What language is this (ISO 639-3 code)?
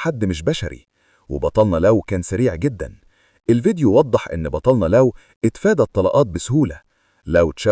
arz